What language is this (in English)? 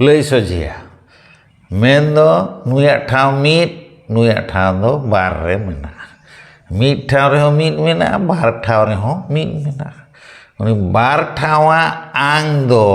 Santali